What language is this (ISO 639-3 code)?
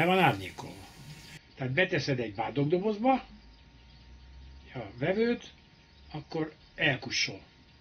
hun